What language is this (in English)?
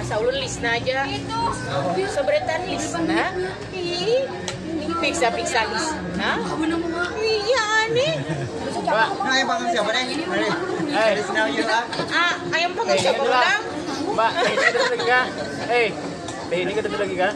Banjar